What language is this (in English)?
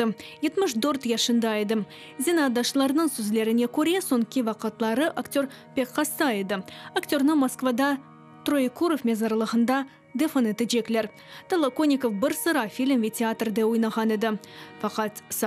Crimean Tatar